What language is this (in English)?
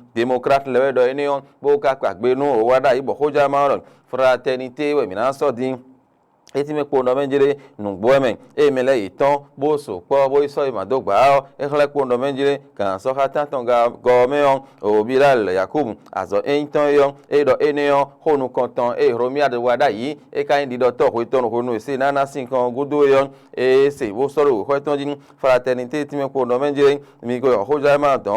Fon